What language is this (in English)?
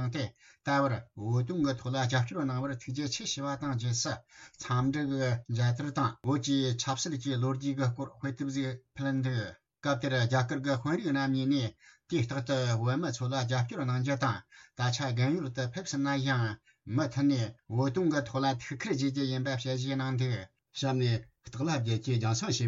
Tibetan